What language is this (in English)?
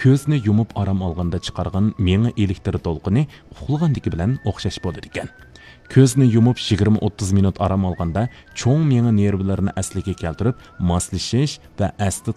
Uyghur